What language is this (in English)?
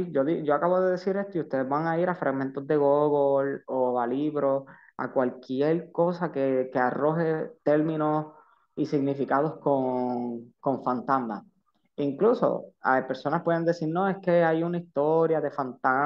Spanish